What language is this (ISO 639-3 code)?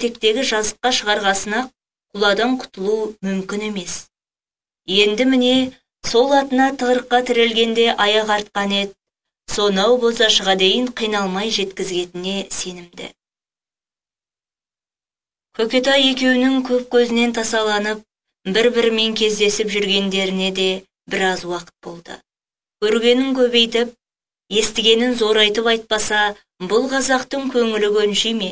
kaz